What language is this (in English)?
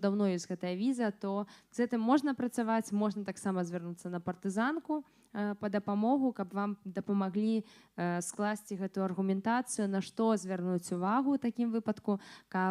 Belarusian